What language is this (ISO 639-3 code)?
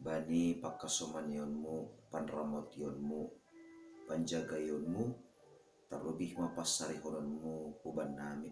bts